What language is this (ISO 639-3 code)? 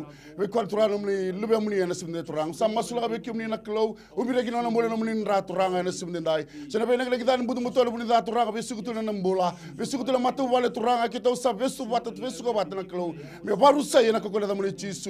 fij